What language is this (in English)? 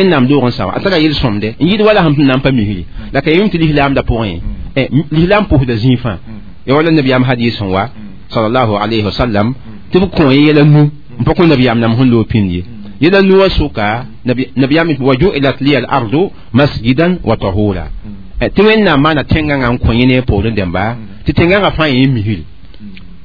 Mossi